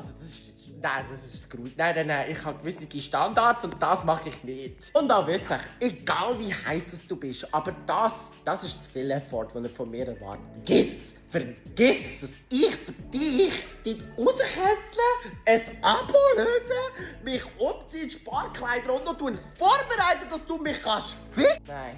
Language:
Swiss German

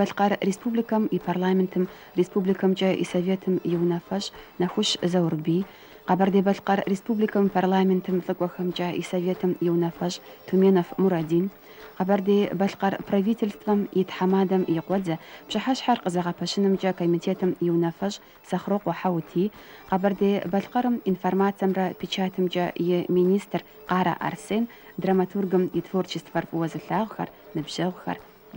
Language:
Kabardian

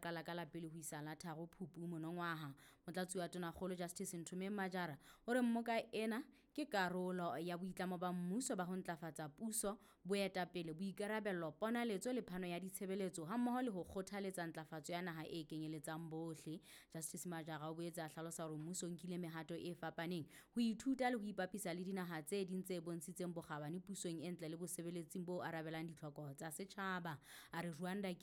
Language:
Southern Sotho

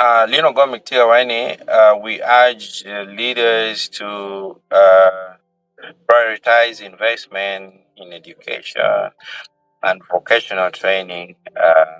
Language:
Acoli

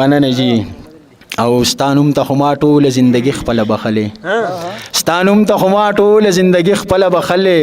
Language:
Pashto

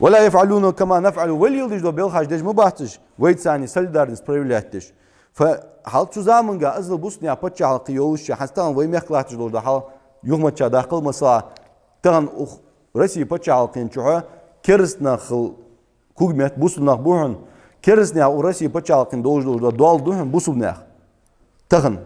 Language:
Ingush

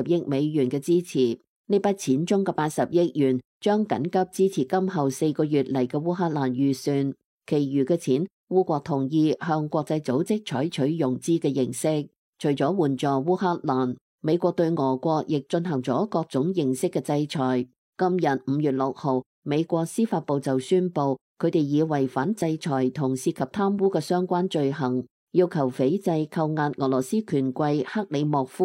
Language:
Cantonese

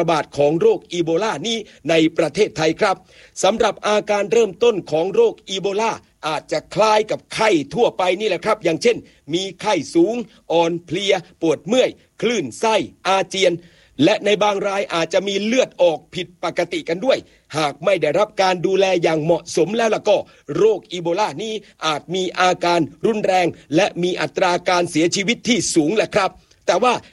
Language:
Thai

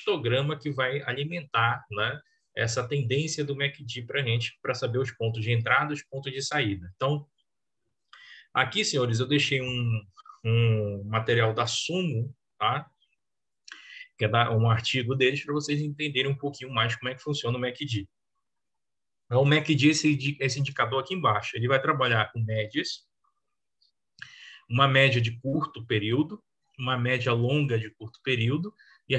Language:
Portuguese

